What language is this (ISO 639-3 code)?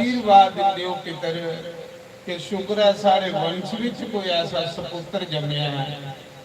doi